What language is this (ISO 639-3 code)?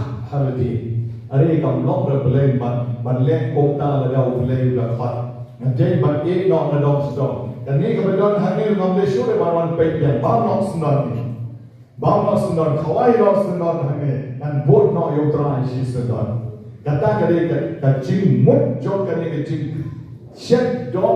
kha